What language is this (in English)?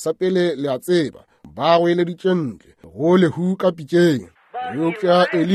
Northern Sotho